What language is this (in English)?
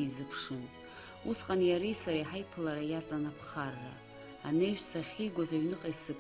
Abkhazian